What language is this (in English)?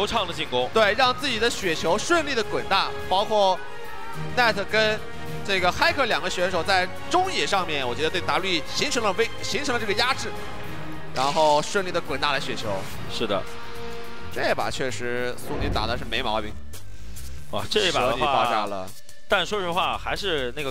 Chinese